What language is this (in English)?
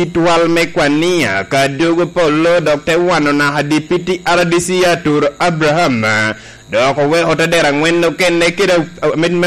Lango (Uganda)